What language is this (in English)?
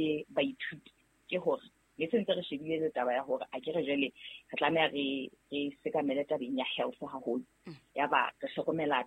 Southern Sotho